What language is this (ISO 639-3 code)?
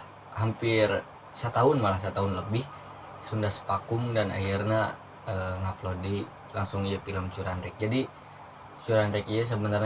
sun